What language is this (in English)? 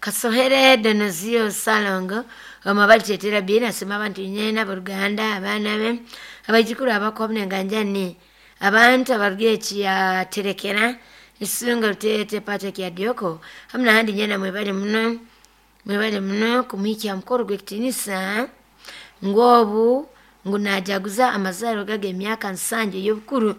Nyoro